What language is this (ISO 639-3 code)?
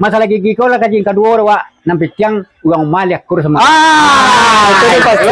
min